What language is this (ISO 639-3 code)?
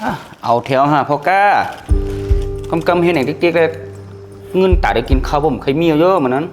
shn